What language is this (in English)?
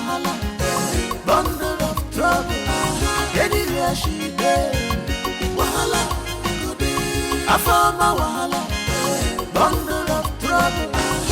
Nigerian Pidgin